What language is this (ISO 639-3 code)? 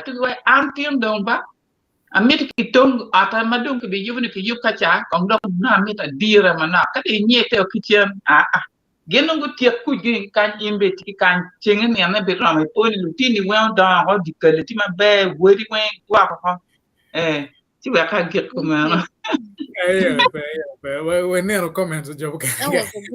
ach